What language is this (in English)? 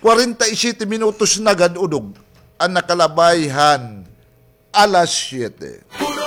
Waray